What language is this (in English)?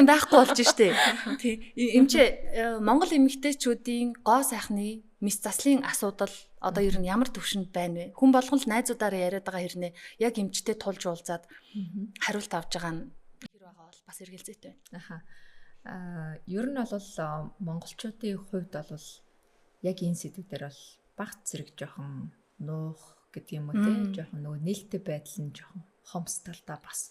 Mongolian